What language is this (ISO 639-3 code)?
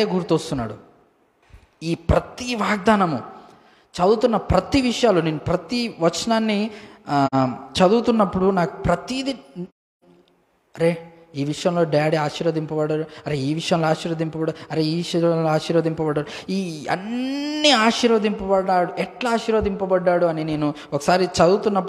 tel